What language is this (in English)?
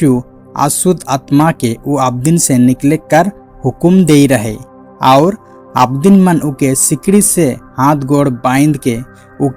Sadri